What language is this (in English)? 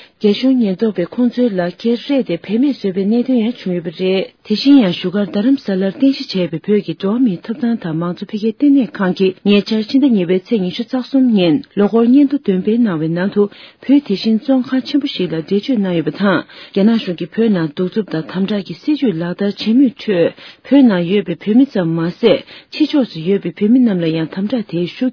Tibetan